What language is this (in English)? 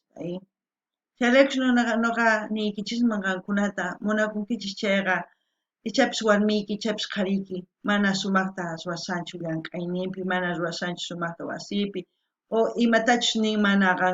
South Bolivian Quechua